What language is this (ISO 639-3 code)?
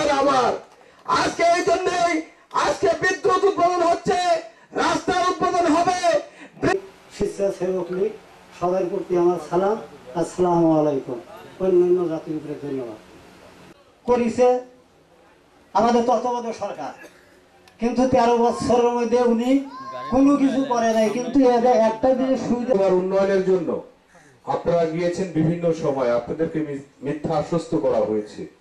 ben